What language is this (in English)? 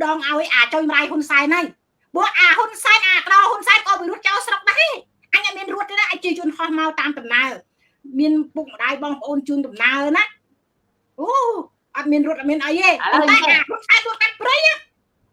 Khmer